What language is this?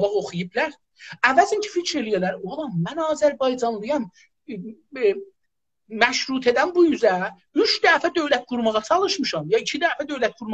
South Azerbaijani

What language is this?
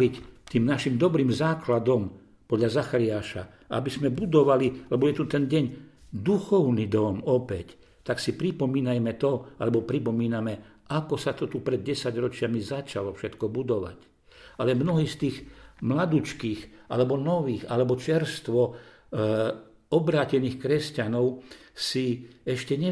Slovak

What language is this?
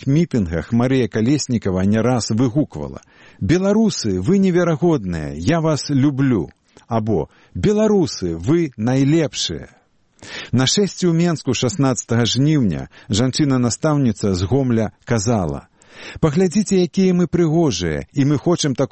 Belarusian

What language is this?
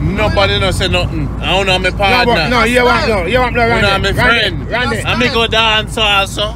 Jamaican Creole English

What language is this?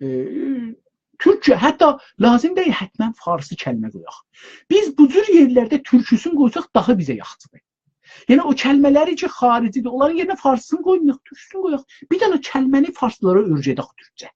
South Azerbaijani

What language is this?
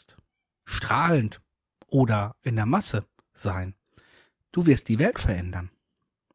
German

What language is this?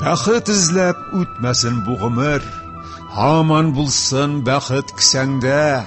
Tatar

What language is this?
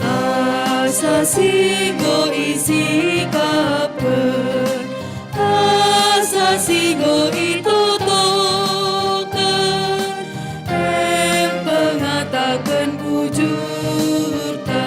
Batak Karo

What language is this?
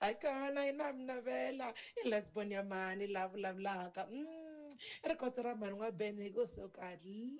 Tsonga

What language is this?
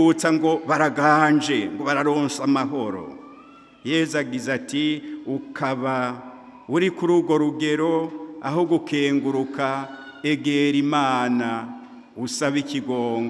Rundi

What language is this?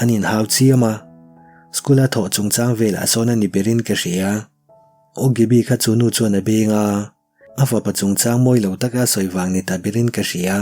Mizo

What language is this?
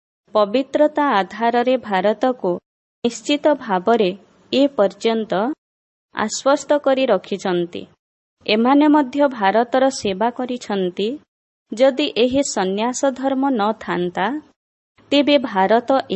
Odia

